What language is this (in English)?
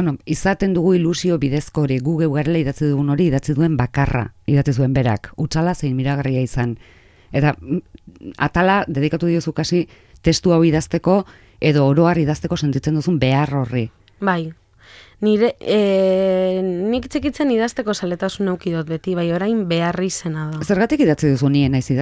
Basque